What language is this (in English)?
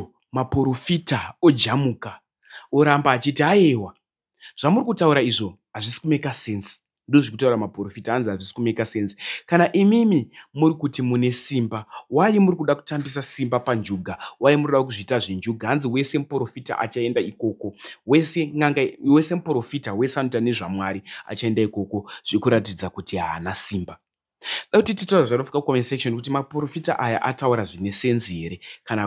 Shona